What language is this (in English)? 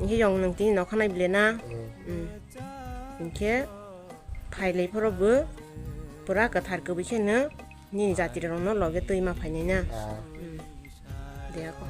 Kok Borok